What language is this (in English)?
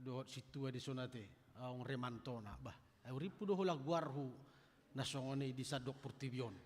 Batak Toba